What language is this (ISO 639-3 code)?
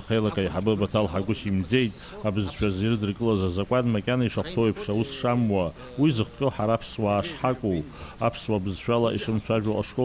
abk